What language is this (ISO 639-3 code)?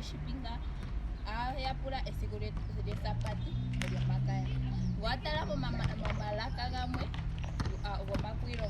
ndo